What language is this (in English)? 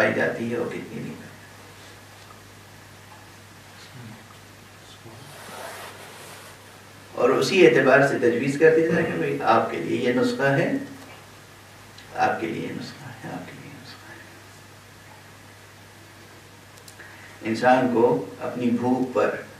Urdu